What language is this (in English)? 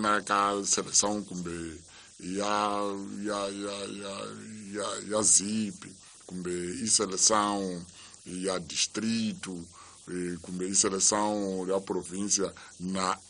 Tsonga